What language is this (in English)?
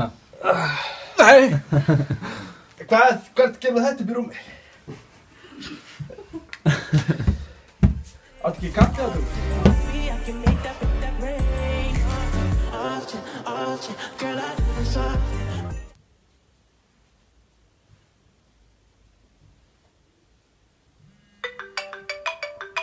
Icelandic